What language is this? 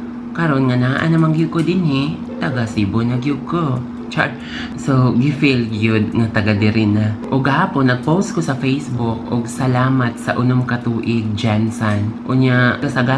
Cebuano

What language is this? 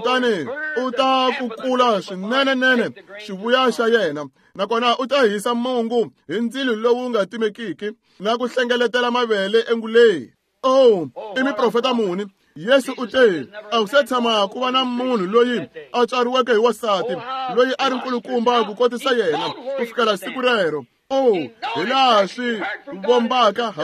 Tsonga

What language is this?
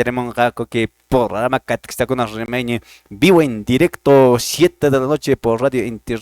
Quechua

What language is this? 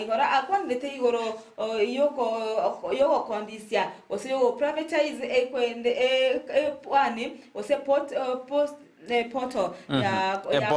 Gusii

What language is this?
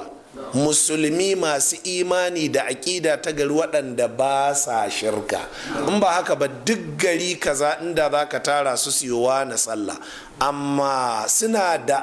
Hausa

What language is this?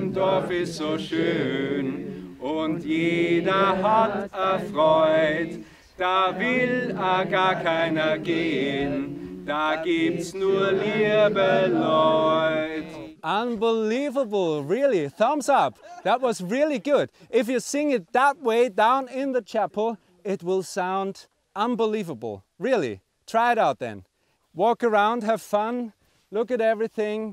Western Frisian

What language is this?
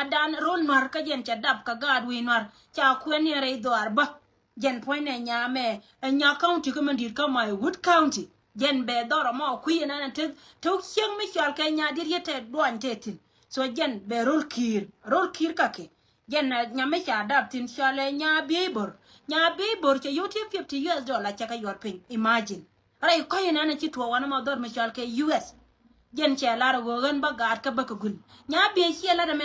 Nuer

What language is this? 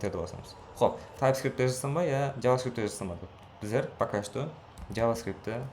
Kara-Kalpak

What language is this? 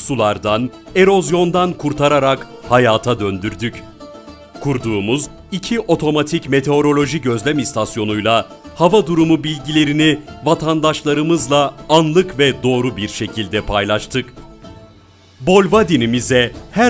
Turkish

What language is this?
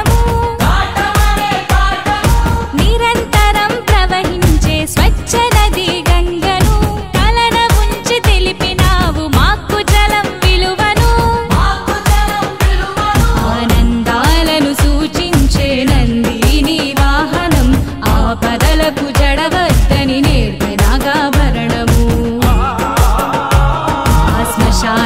Telugu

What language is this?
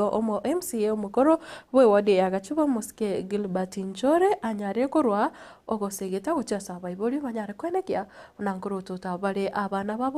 Gusii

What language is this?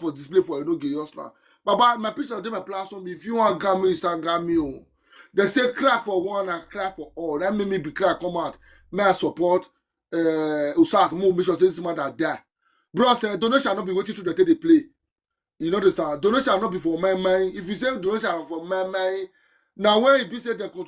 Nigerian Pidgin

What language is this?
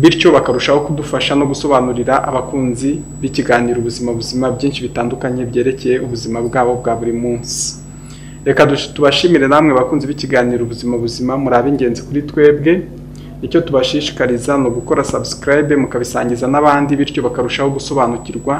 Kinyarwanda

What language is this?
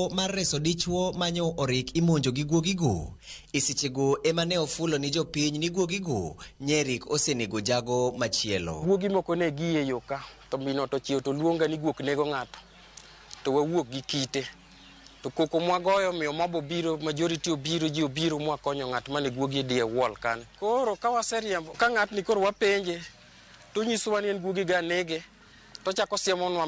Luo (Kenya and Tanzania)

